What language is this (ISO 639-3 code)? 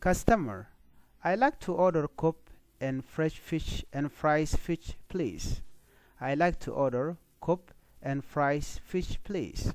nus